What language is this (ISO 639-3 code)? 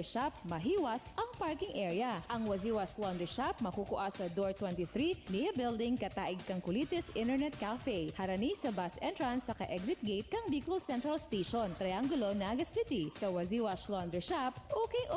bik